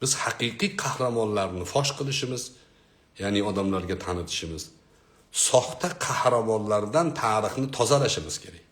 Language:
Uzbek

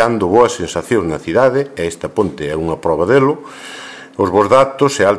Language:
Galician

